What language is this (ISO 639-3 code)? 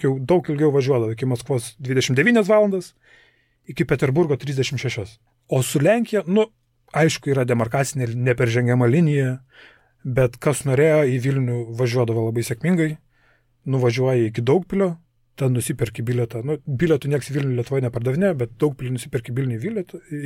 lit